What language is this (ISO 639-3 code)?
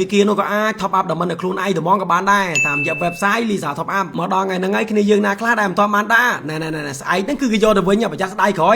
khm